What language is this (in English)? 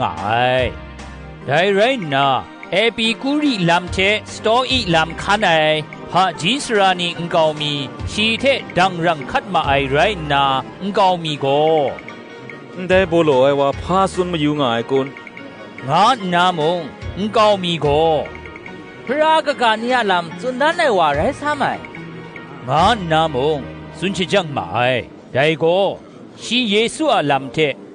Kachin